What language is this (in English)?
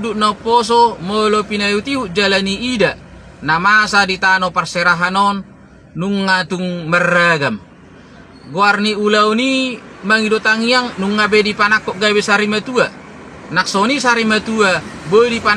Batak Toba